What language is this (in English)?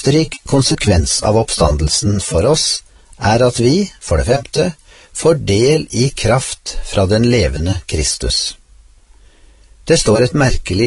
Norwegian